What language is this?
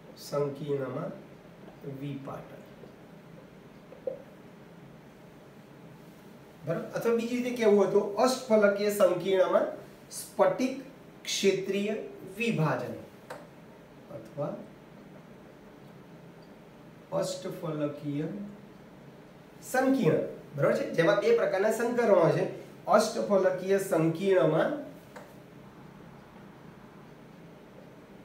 Gujarati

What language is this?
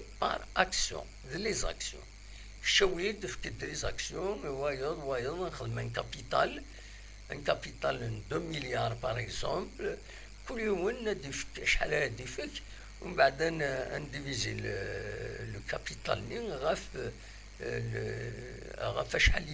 Kabyle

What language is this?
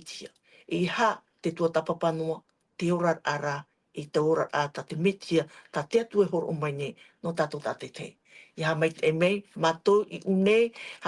Tahitian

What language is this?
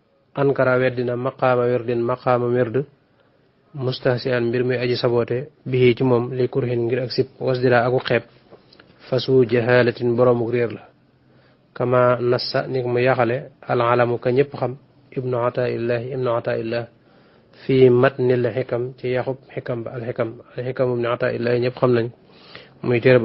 Wolof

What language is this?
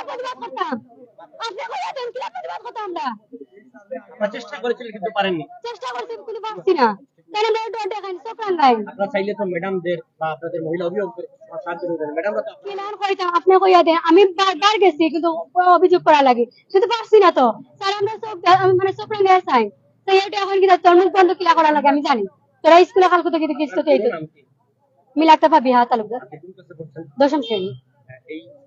Sylheti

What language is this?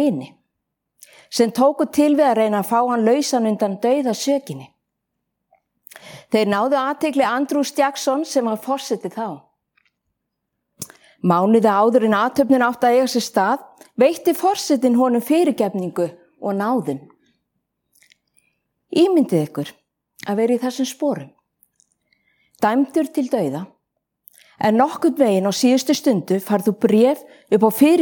Icelandic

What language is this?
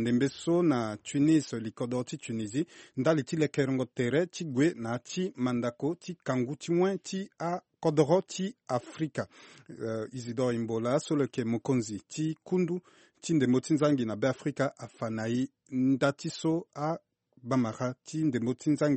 Sango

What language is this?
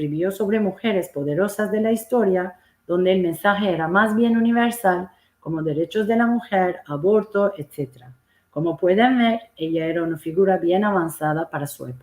Ladino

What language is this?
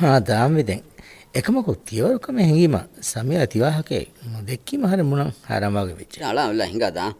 Divehi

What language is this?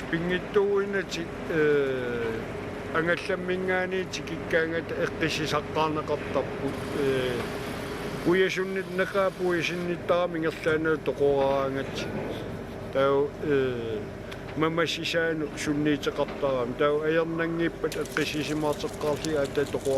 Kalaallisut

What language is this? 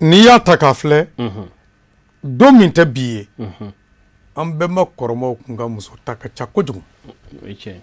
Bambara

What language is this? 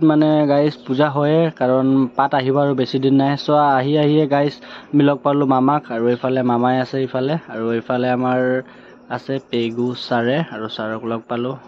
Assamese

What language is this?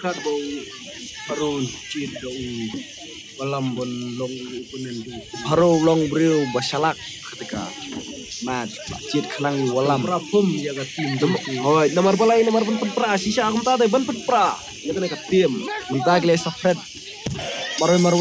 Khasi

